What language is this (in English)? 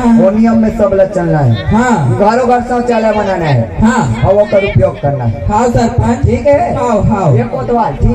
Chhattisgarhi